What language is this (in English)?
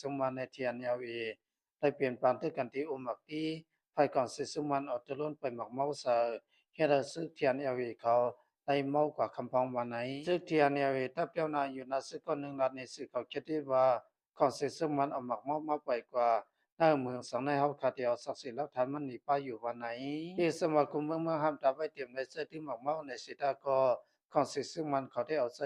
Shan